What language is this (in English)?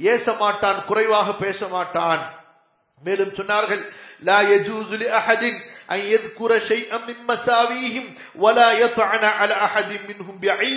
Tamil